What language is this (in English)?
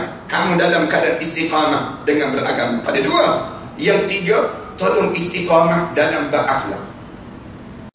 Malay